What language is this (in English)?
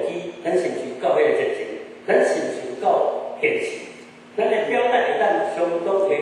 Min Nan Chinese